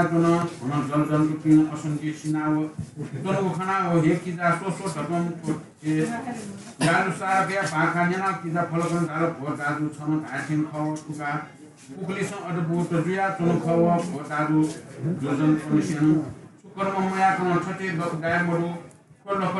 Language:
Newari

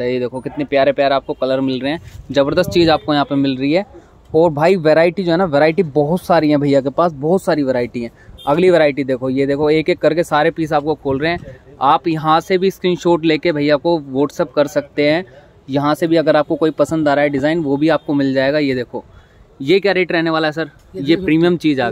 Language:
Hindi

